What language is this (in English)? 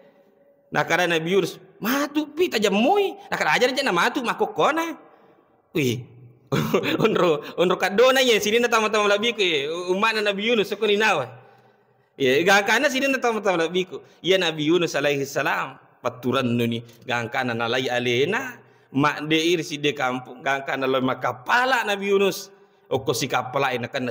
Buginese